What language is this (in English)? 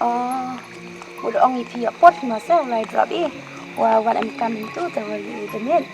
Khasi